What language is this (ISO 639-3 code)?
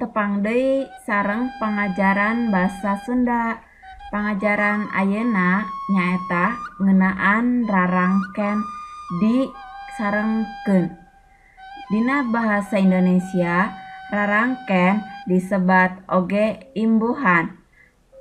sun